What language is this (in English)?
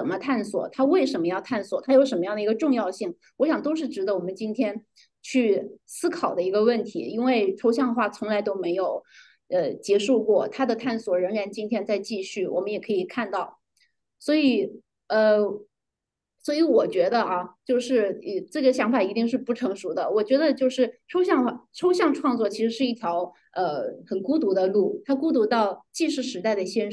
Chinese